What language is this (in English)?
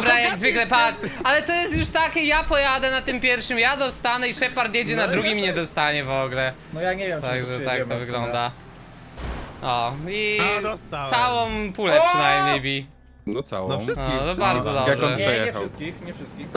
Polish